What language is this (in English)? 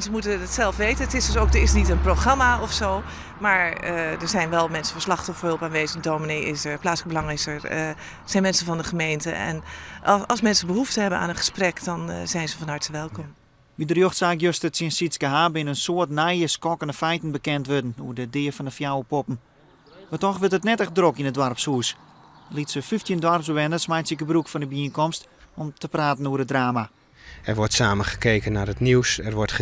Western Frisian